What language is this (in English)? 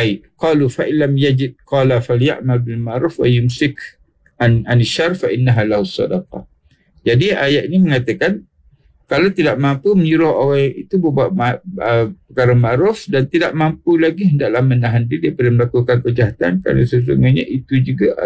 Malay